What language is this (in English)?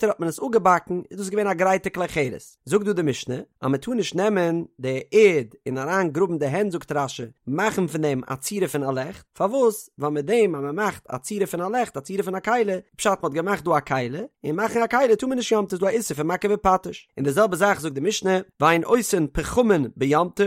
Yiddish